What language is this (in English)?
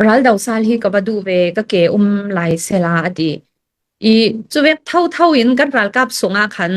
Hakha Chin